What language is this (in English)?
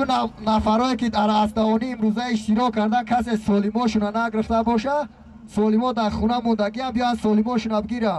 Tajik